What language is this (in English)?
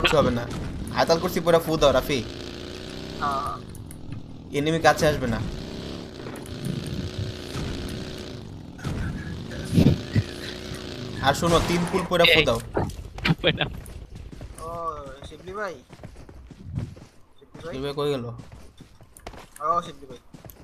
Bangla